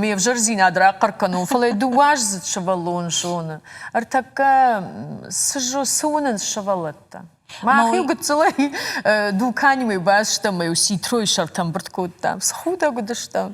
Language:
Ossetic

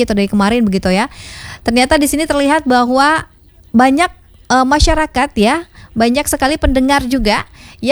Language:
Indonesian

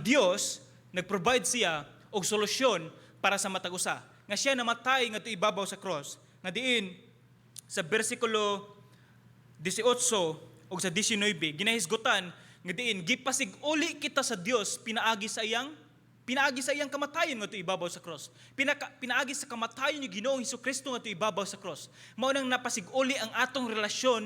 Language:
Cebuano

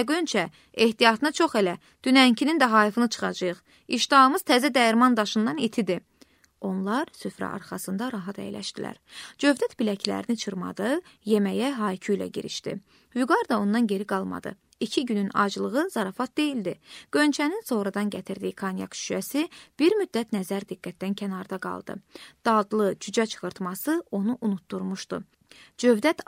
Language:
Azerbaijani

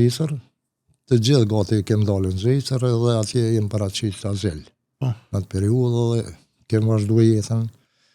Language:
Albanian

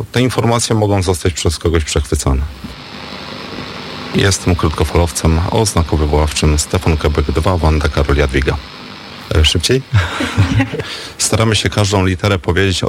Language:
Polish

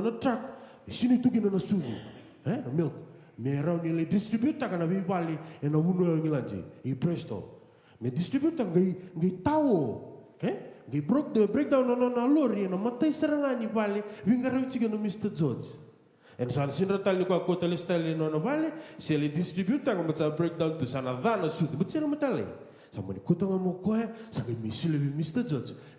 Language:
Fijian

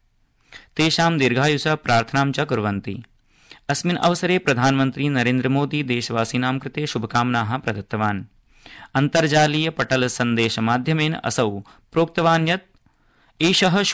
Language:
Sanskrit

